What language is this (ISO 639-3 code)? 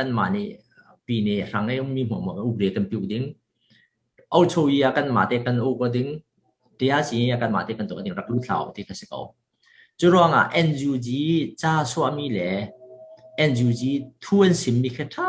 cfm